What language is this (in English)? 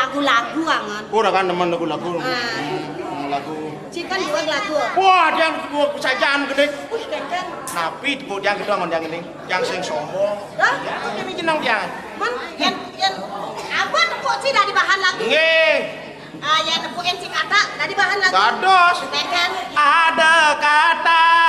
Balinese